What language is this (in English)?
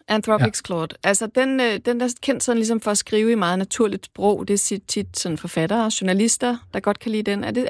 Danish